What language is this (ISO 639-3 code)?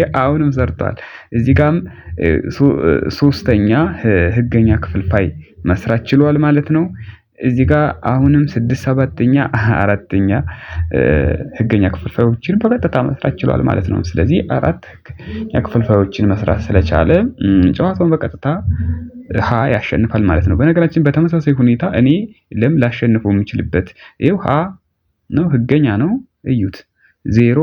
amh